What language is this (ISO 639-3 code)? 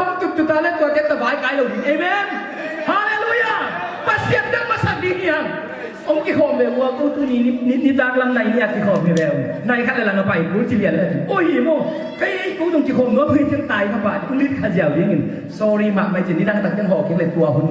ctd